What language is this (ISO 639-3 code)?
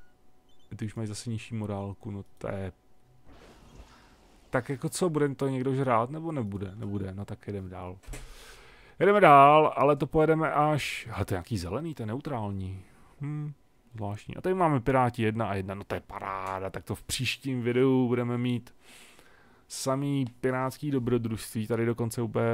ces